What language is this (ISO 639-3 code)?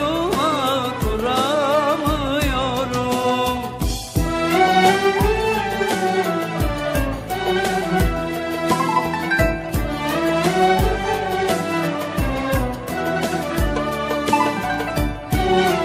tur